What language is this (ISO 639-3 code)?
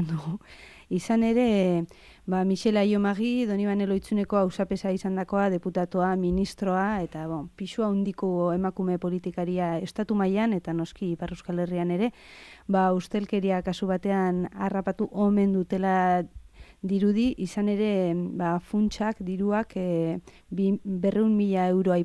eus